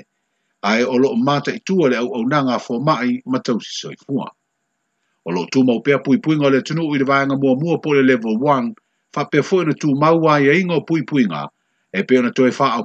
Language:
Samoan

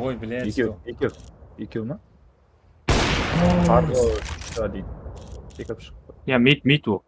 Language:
Kara-Kalpak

